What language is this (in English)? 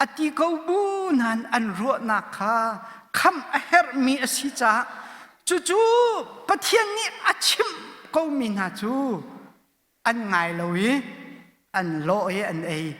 Hakha Chin